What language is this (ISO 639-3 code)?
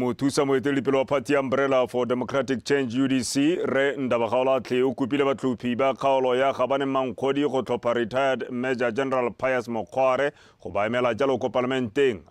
tsn